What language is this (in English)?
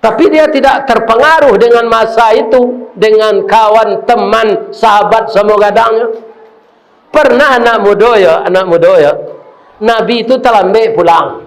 Minangkabau